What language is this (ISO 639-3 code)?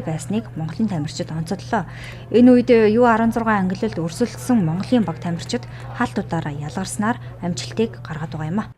mon